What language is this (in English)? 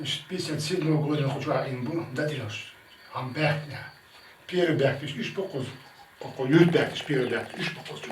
Chechen